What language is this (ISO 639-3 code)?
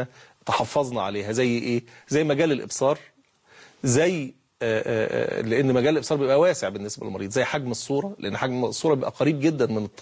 arz